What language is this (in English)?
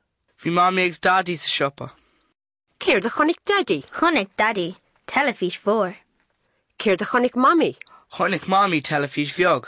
Irish